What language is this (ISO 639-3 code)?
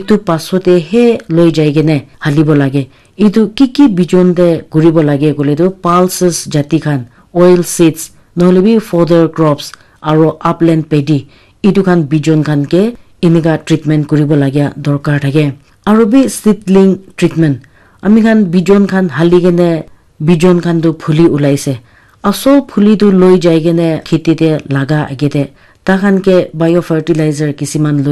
nag